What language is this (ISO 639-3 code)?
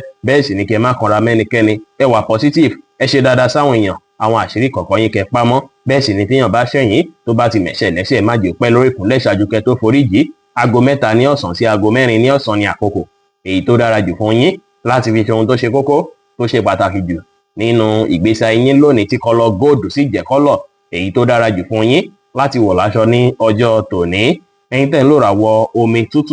yor